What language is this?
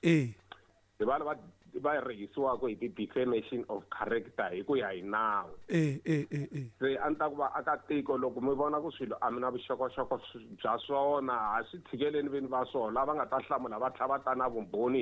Tsonga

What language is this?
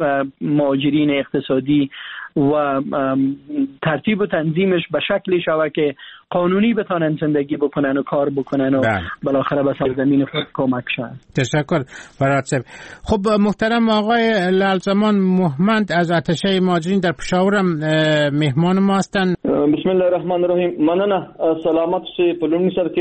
Persian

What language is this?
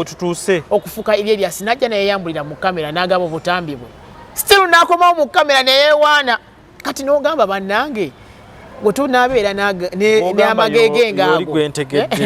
Ganda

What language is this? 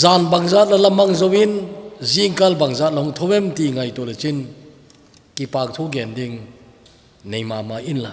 Thado Chin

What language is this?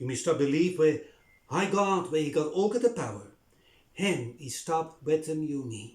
Bislama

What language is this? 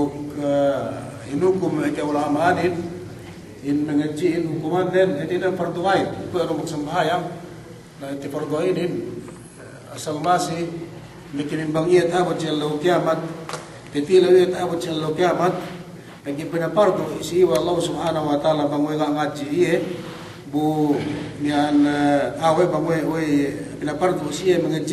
Yakan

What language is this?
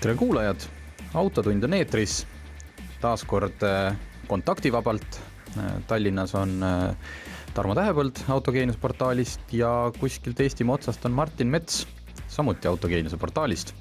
Estonian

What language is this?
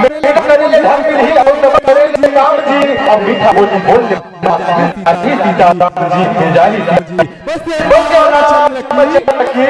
Chhattisgarhi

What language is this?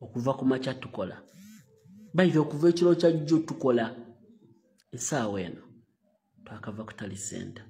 Ganda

